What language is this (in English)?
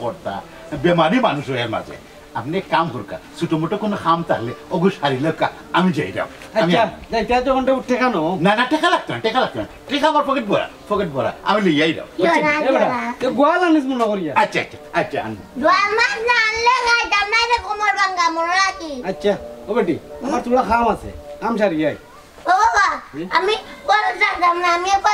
Sylheti